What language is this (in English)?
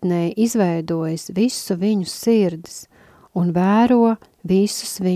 Latvian